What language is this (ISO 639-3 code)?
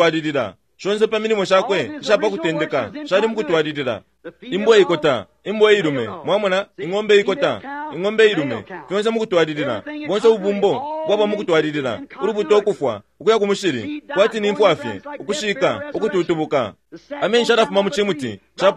bem